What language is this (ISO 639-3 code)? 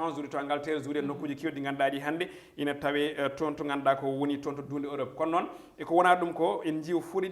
ful